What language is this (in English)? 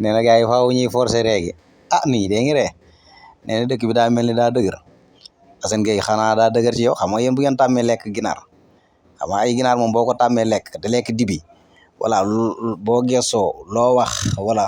Wolof